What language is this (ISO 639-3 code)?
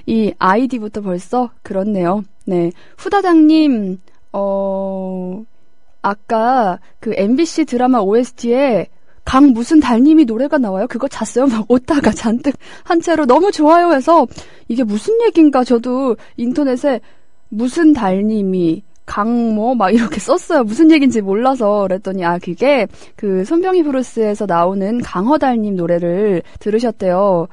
kor